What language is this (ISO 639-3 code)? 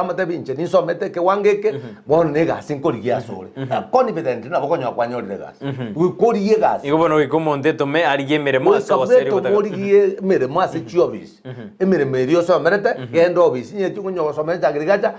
guz